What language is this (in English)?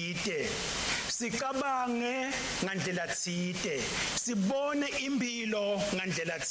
Swati